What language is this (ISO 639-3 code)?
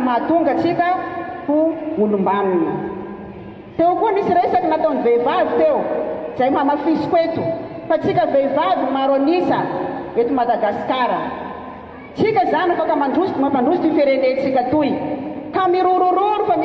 mlg